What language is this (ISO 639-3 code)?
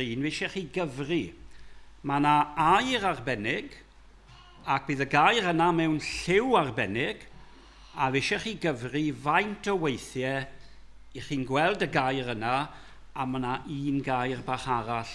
cym